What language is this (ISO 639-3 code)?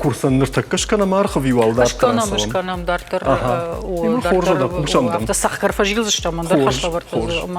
oss